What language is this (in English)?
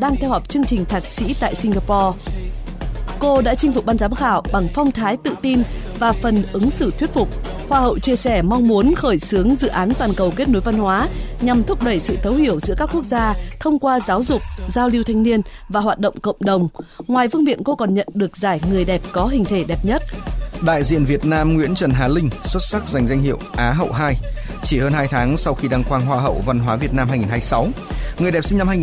Vietnamese